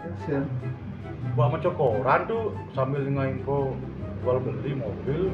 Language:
Balinese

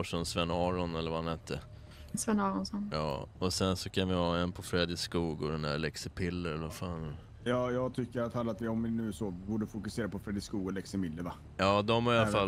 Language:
Swedish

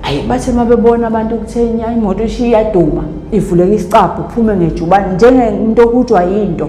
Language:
Zulu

